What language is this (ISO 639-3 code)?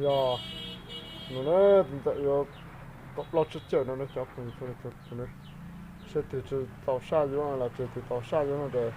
hmn